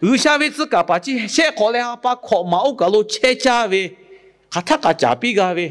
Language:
Lahu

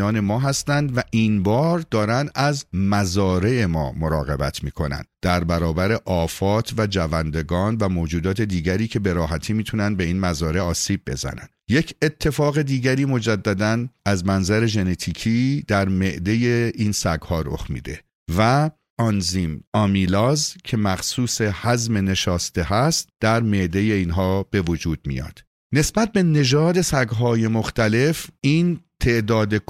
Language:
Persian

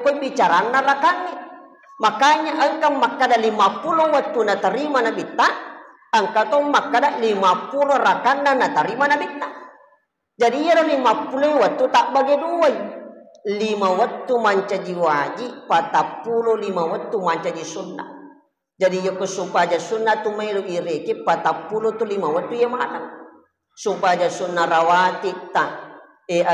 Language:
Buginese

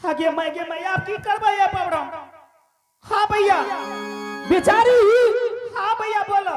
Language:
Angika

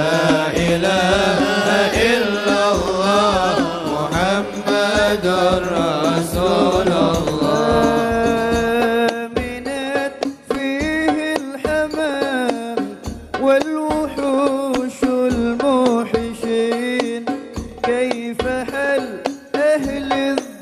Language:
Arabic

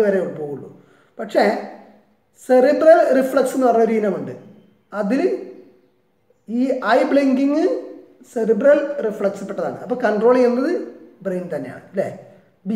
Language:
Malayalam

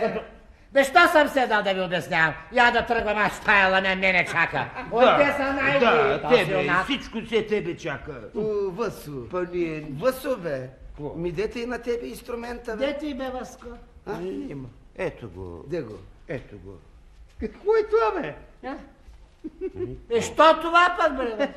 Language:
Bulgarian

